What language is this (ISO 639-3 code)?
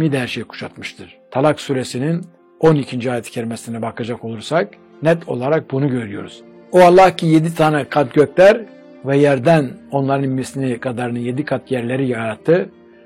tur